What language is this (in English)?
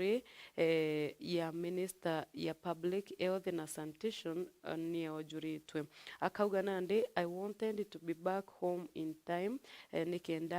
Meru